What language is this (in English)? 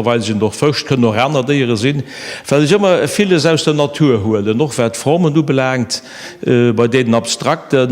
Luxembourgish